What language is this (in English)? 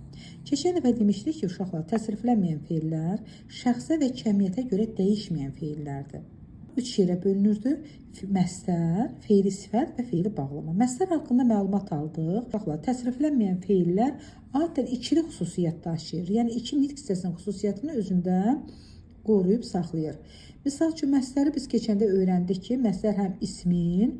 Azerbaijani